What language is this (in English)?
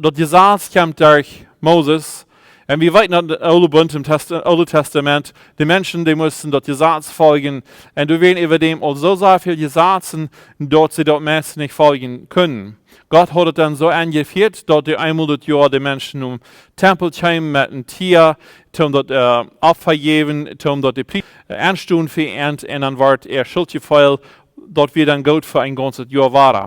Plautdietsch